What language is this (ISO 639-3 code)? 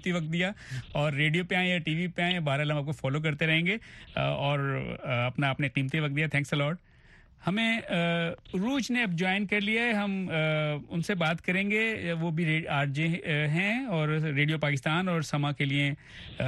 urd